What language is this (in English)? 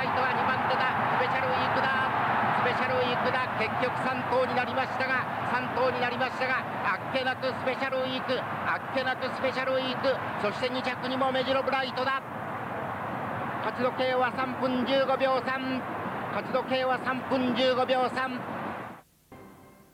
Japanese